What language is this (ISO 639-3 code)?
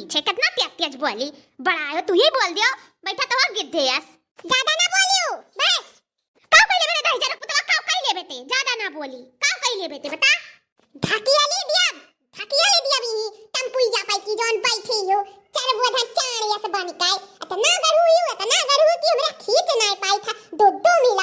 awa